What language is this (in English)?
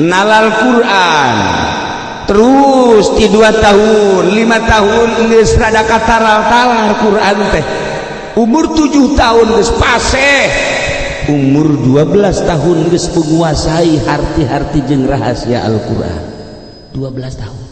Sundanese